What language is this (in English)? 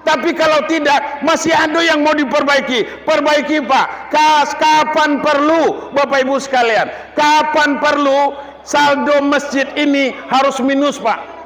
Minangkabau